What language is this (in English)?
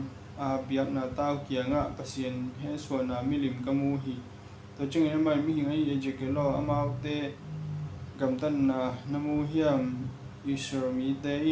Tedim Chin